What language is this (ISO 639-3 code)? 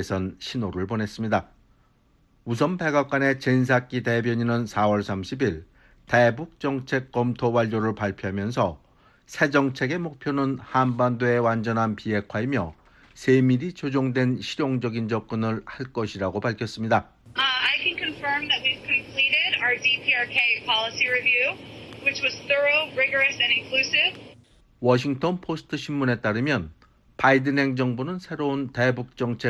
kor